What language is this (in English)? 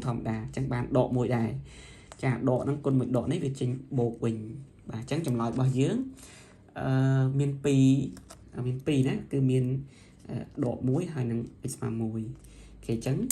Khmer